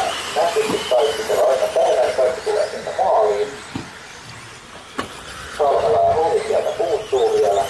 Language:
Finnish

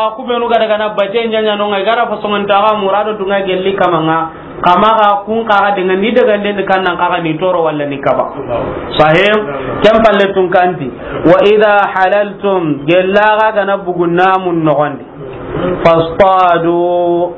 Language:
Soninke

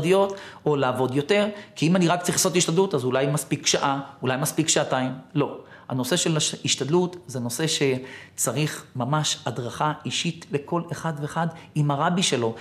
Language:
Hebrew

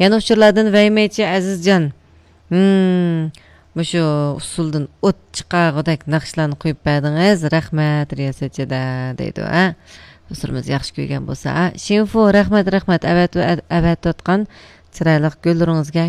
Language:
Uyghur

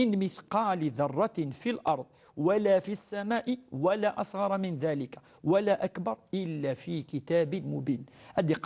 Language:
Kabyle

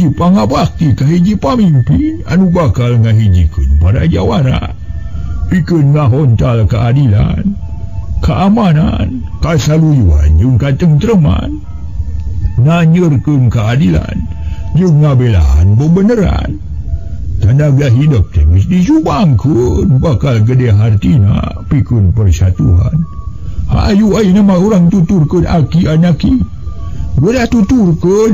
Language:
Sundanese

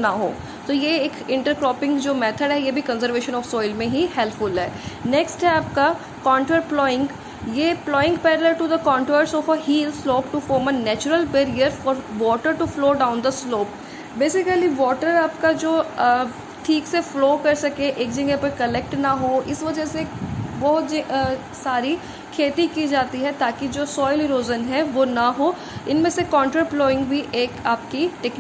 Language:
Hindi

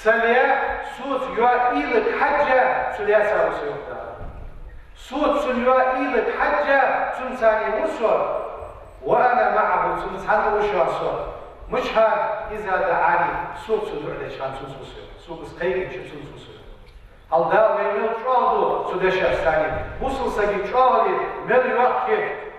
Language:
Ingush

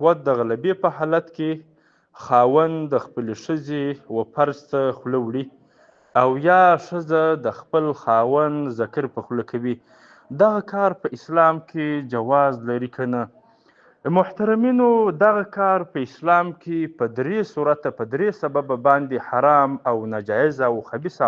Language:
Pashto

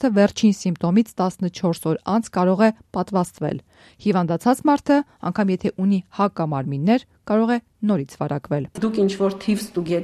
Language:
Armenian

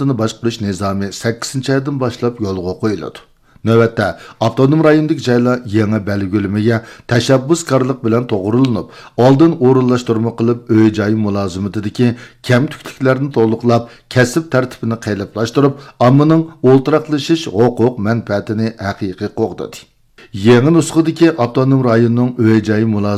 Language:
Uyghur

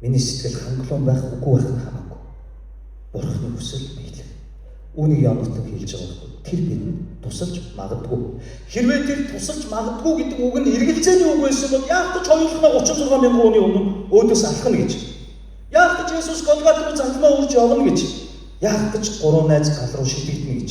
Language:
Mongolian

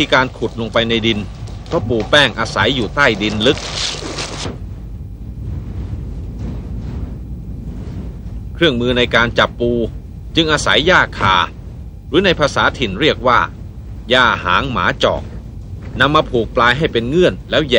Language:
Thai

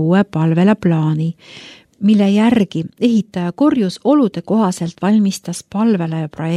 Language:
Estonian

